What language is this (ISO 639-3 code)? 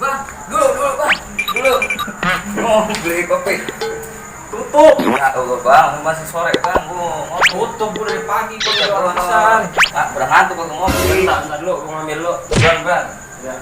bew